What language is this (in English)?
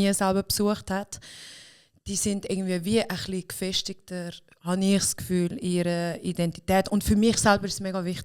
Swiss German